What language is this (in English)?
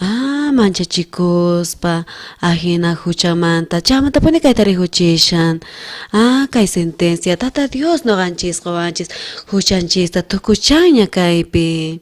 South Bolivian Quechua